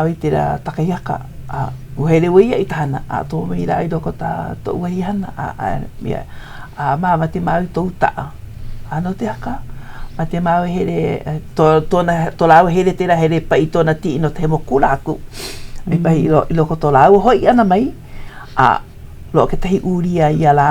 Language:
Hawaiian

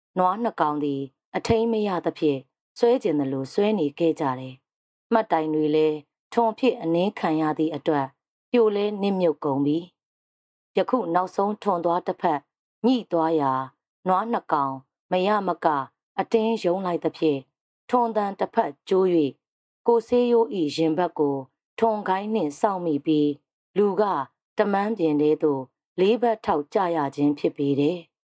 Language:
Burmese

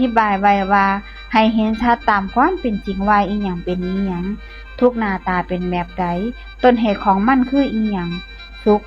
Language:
Northeastern Thai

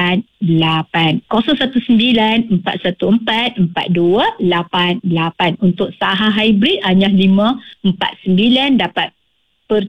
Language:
Malay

